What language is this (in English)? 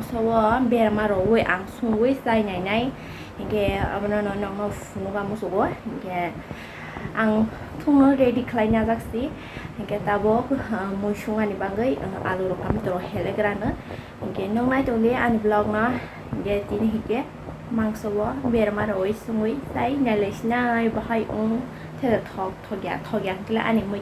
Kok Borok